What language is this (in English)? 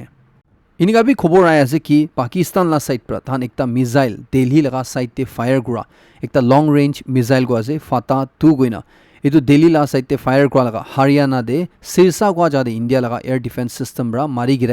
Naga Pidgin